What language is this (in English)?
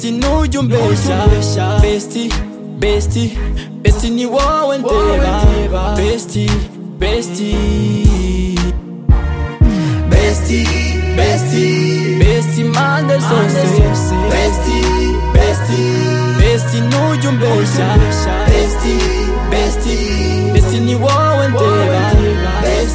Kinyarwanda